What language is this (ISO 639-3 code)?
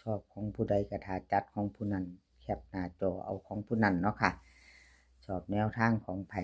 tts